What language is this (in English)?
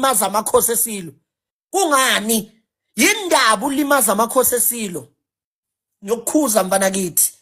Zulu